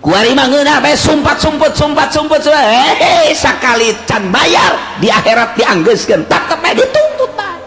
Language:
Sundanese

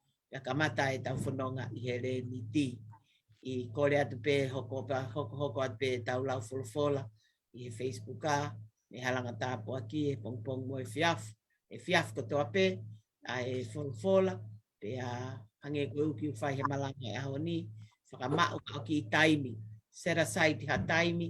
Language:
Tongan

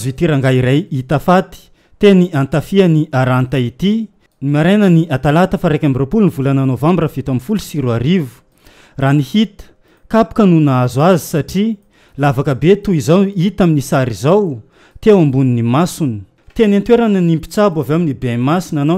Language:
Malagasy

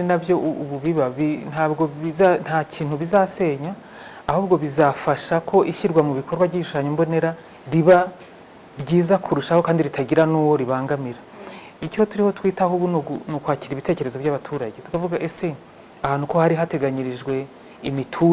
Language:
Kinyarwanda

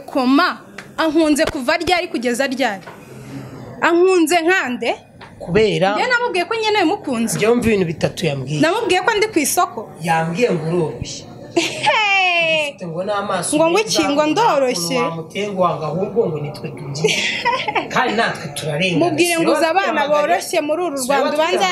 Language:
Kinyarwanda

